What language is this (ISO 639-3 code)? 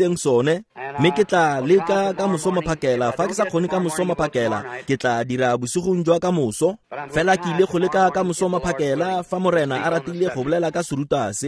tsn